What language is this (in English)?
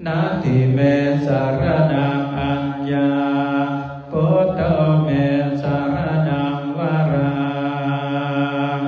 Pali